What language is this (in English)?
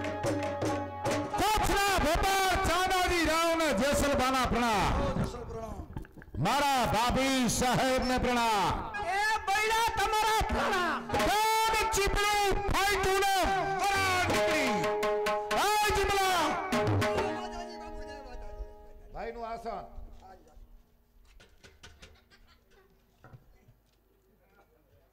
Gujarati